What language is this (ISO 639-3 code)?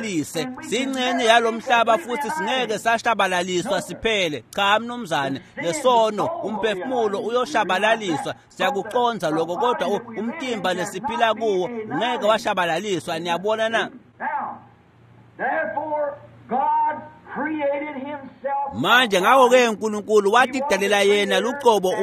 ssw